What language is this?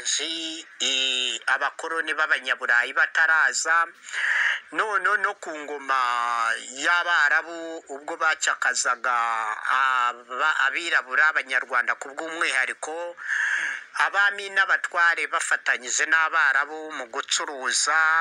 Kinyarwanda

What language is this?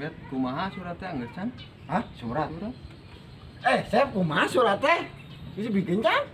Sundanese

